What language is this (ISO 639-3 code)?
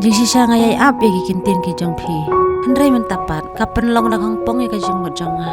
kha